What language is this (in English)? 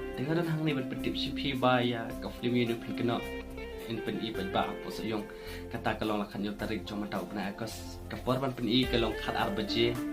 Khasi